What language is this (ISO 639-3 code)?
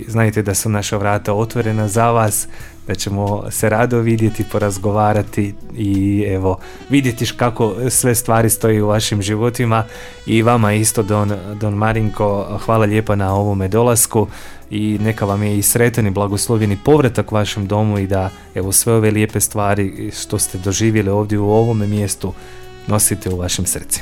hrv